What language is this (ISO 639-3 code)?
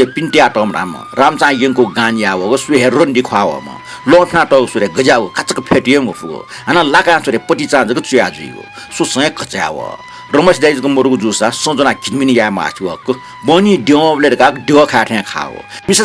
new